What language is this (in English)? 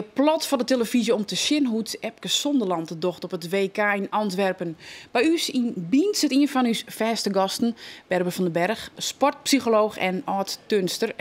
Western Frisian